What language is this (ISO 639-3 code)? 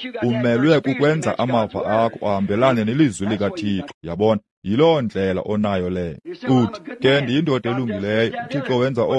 xho